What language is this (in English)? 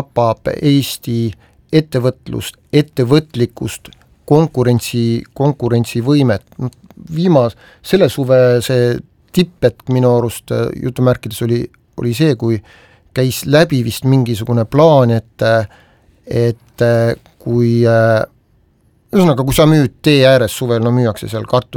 Estonian